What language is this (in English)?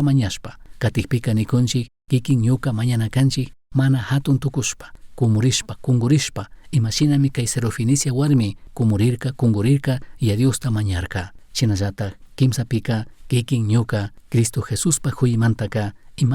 Chimborazo Highland Quichua